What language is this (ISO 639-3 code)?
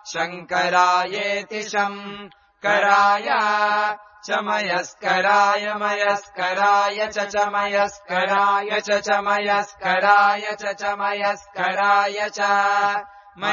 san